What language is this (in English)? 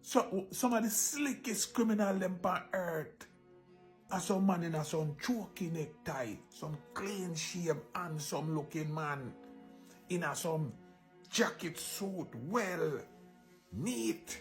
Jamaican Creole English